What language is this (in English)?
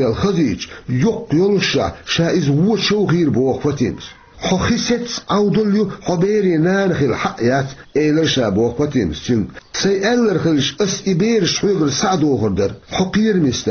Chechen